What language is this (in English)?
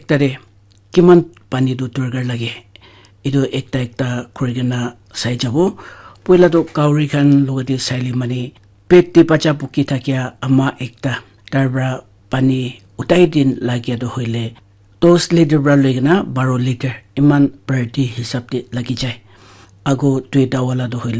Naga Pidgin